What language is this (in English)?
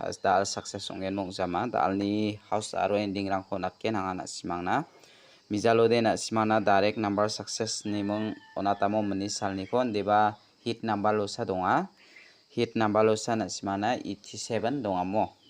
Garo